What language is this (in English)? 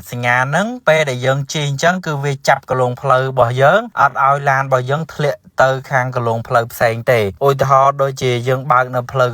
Khmer